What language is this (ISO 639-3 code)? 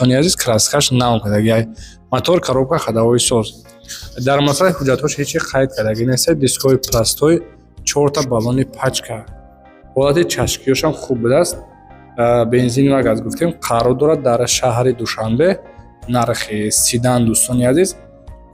tgk